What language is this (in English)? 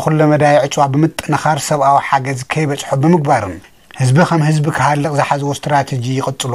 Tigrinya